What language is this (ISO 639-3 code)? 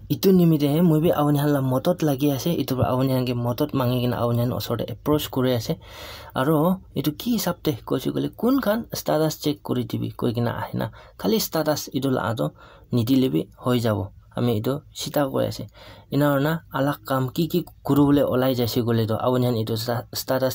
nag